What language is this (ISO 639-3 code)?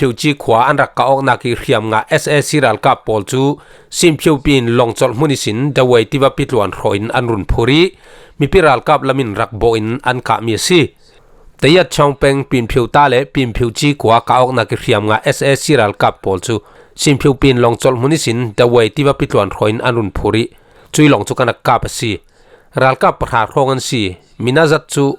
cfm